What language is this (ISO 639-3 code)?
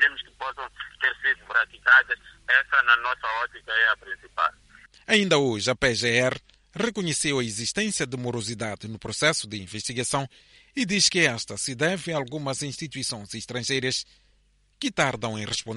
por